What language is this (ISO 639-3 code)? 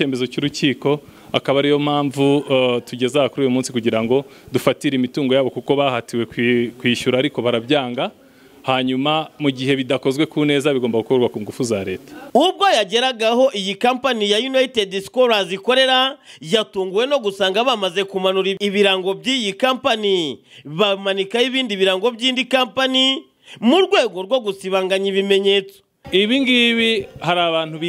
kin